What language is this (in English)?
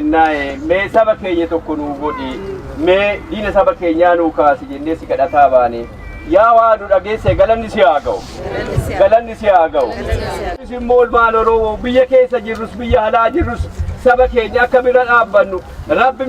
Oromo